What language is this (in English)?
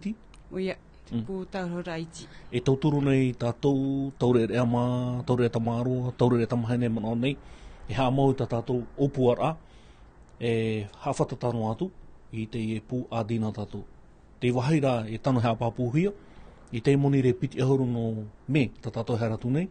Tahitian